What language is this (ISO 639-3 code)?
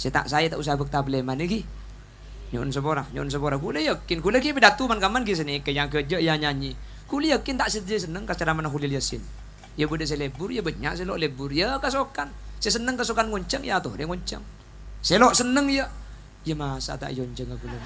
mad